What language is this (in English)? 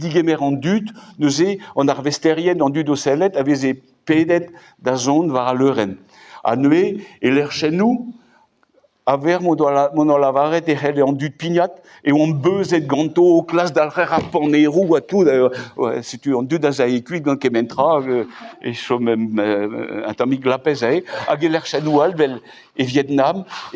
Breton